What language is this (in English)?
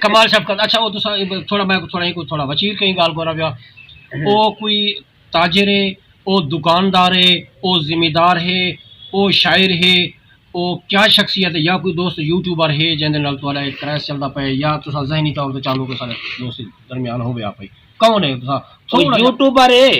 Saraiki